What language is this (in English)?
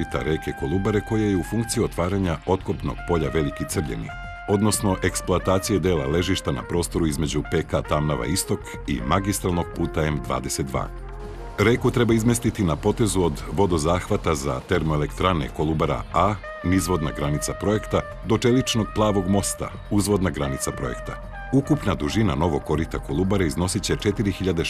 Serbian